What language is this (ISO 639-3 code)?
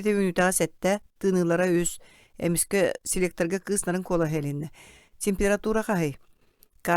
sah